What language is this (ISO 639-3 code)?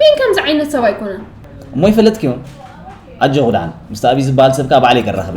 tir